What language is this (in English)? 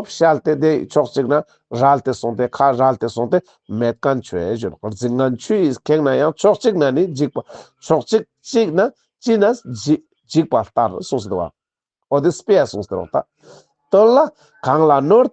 Ladakhi